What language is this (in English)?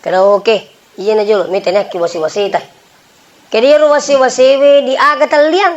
Buginese